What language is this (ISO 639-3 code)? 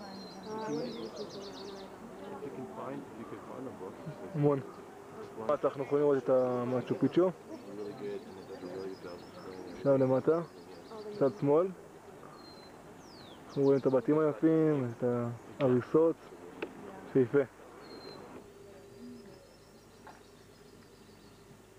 heb